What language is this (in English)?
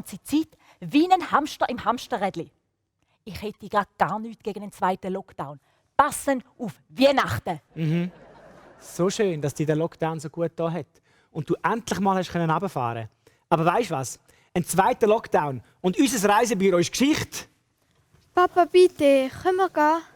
Swiss German